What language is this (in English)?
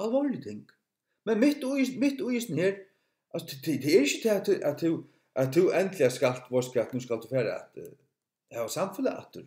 Faroese